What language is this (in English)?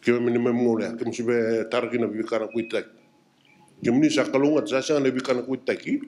Fijian